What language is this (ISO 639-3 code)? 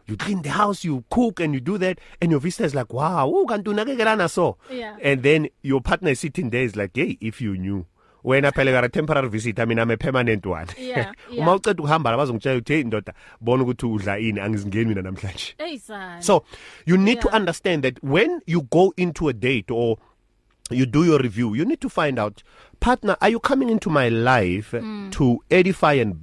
eng